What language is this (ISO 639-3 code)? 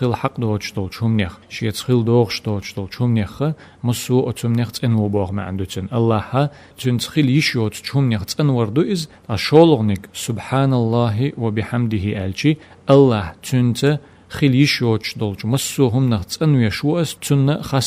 che